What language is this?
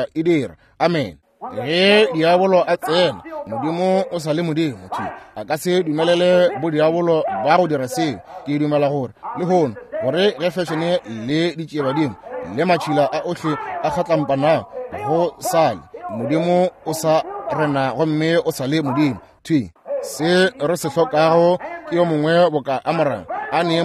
Northern Sotho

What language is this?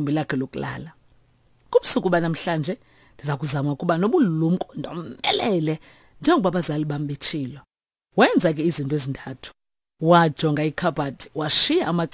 Xhosa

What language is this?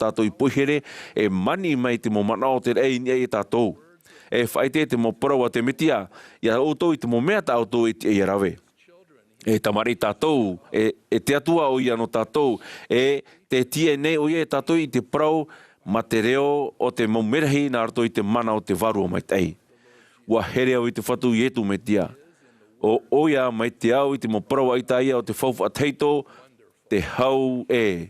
Tahitian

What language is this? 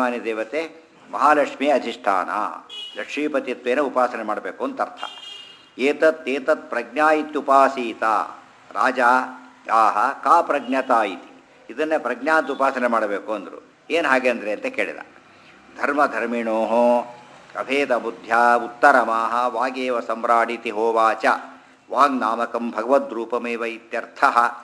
Kannada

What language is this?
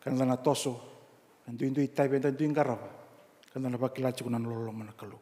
Fijian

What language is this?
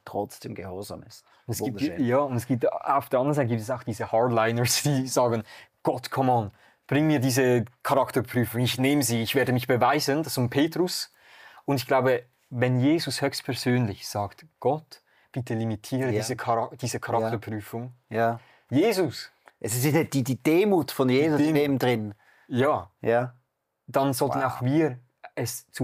Swiss German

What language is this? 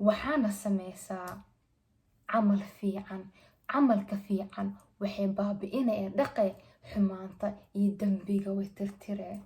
Somali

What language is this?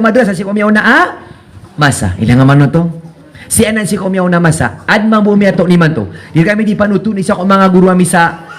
Maranao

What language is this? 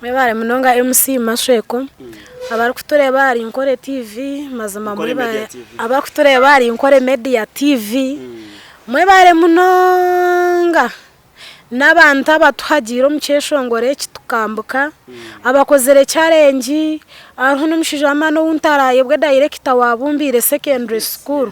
Nyankole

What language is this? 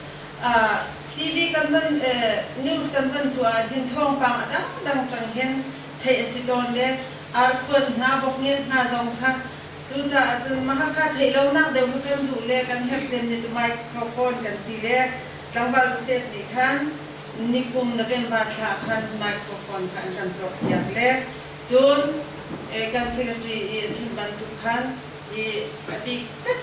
Hakha Chin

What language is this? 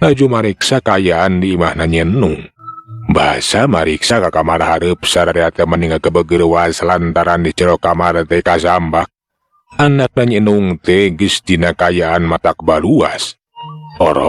Sundanese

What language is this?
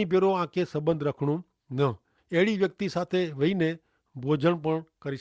Kachhi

